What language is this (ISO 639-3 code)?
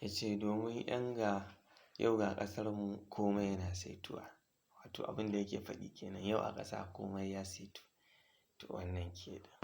hau